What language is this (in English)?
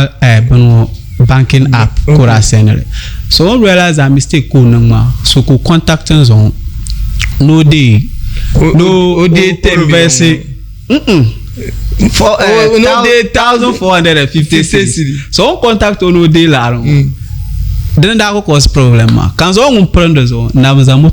Dagbani